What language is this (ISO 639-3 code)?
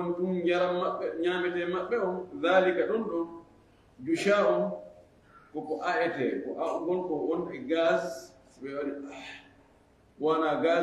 ful